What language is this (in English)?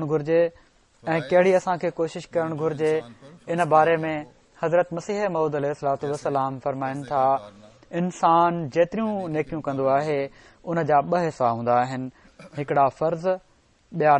Sindhi